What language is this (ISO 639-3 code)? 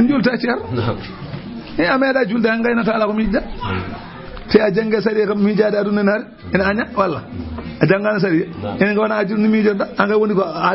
ful